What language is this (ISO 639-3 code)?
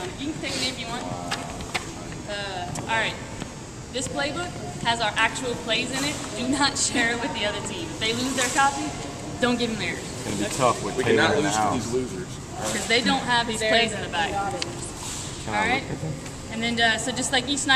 eng